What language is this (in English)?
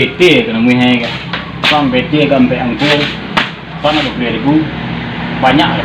Minangkabau